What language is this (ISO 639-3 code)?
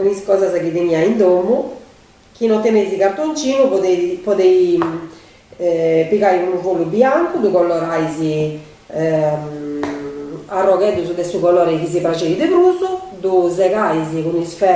srd